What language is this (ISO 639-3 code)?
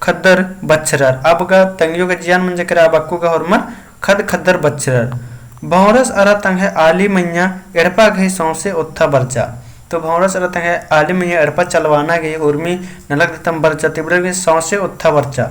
kru